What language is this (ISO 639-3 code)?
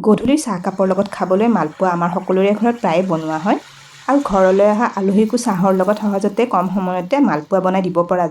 asm